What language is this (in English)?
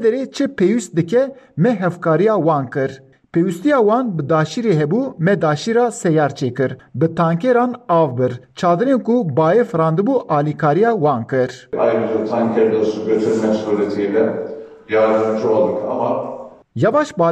Kurdish